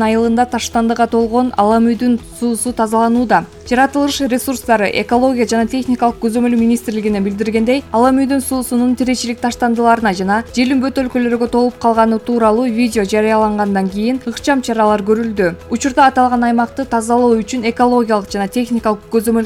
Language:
Kyrgyz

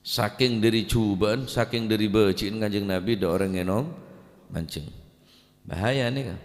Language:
Madurese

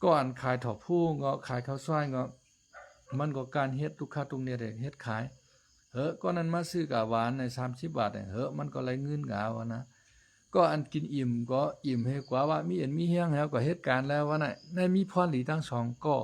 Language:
Shan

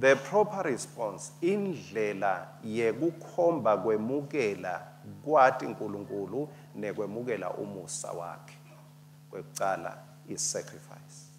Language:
Swati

